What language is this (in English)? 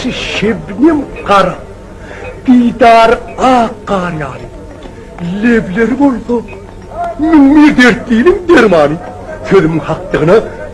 Turkmen